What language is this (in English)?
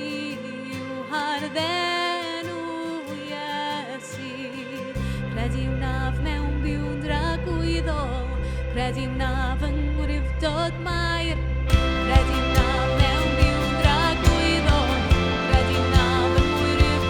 Welsh